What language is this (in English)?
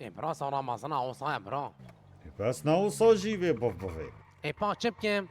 Kurdish